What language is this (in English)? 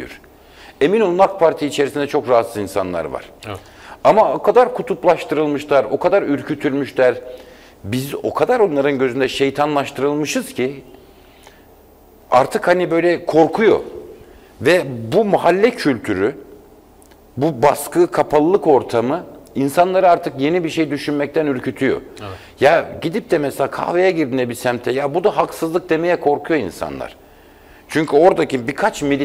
Turkish